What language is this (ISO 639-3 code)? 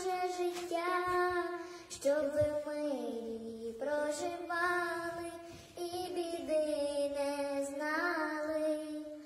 ukr